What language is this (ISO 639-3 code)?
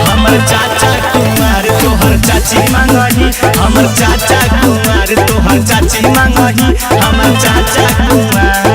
mag